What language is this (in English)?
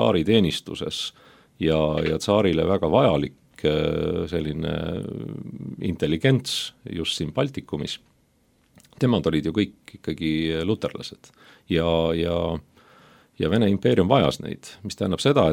Estonian